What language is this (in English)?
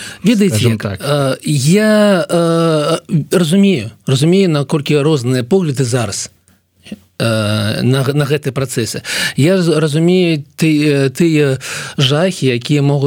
Belarusian